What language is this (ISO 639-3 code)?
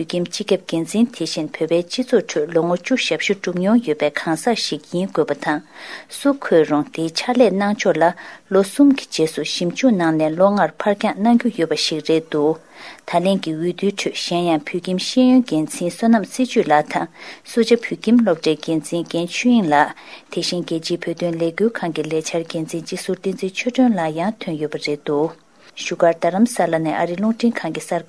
bod